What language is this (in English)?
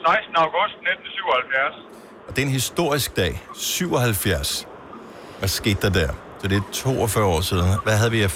Danish